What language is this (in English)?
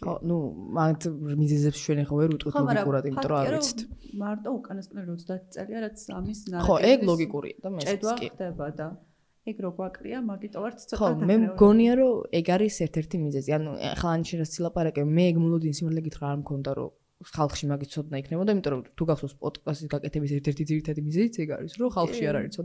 Georgian